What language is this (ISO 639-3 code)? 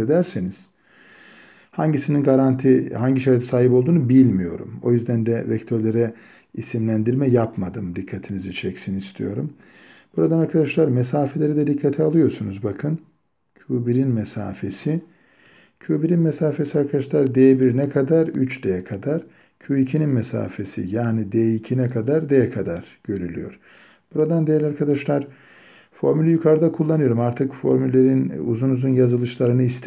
tur